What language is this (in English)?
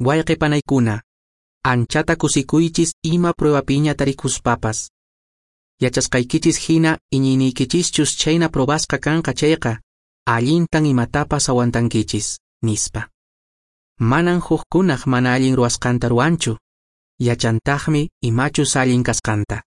Quechua